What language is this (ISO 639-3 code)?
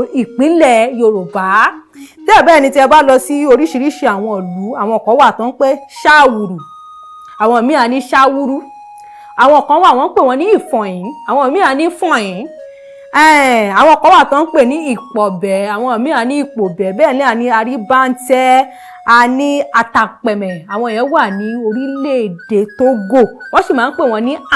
yor